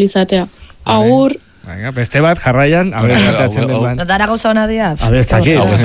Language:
Basque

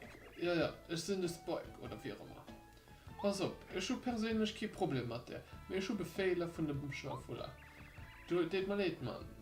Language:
Luxembourgish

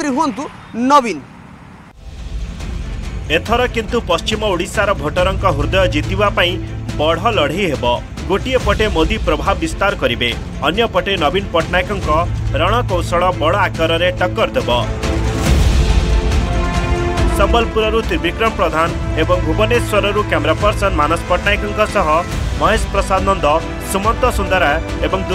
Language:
Odia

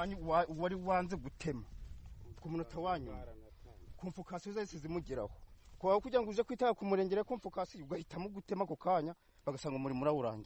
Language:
Kinyarwanda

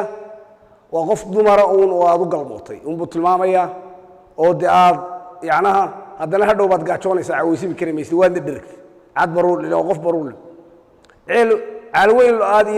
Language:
Somali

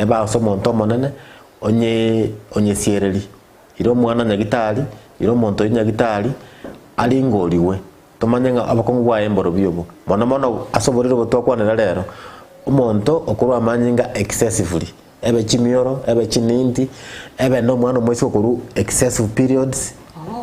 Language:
Gusii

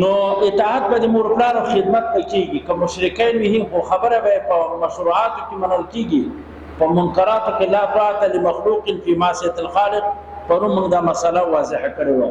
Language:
Pashto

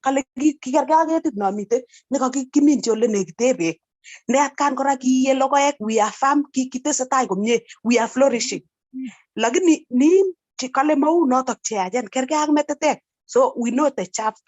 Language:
Kalenjin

